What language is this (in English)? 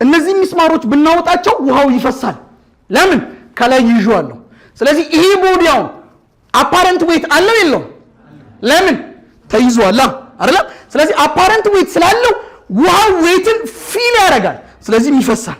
Amharic